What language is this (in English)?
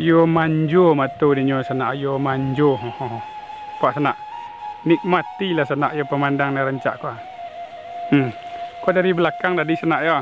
Minangkabau